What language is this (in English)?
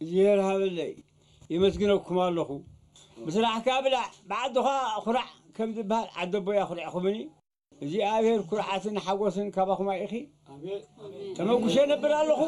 Tigrinya